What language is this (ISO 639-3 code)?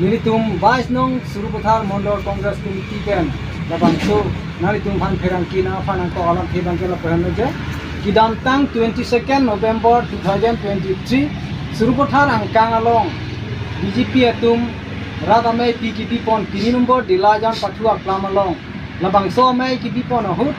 mjw